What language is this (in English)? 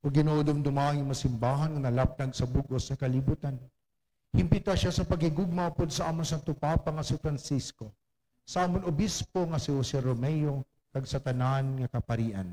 Hiligaynon